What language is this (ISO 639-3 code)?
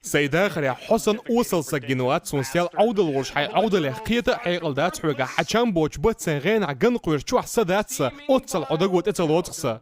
che